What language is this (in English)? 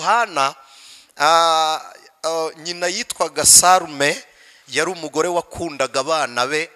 Kinyarwanda